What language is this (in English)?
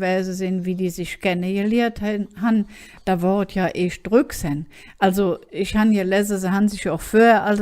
Colognian